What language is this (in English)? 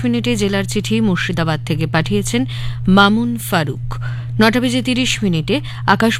Bangla